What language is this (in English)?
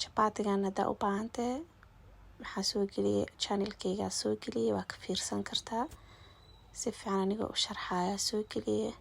Somali